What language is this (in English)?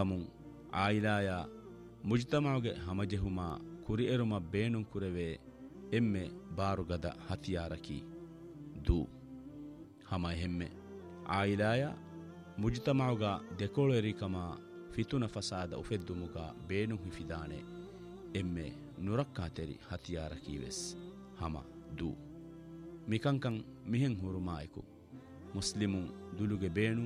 Divehi